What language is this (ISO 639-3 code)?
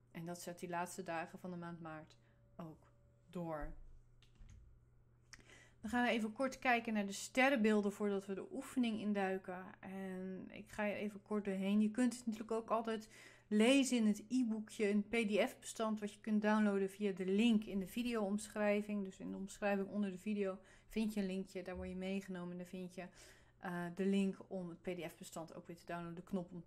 nld